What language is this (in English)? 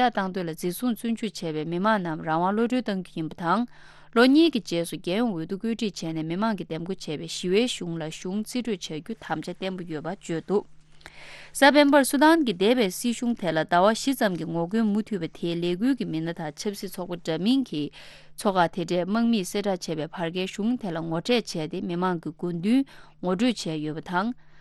Tibetan